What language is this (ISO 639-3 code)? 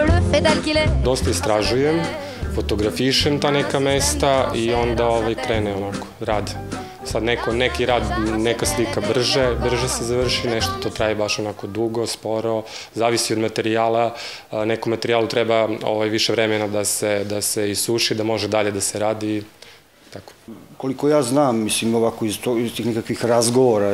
srp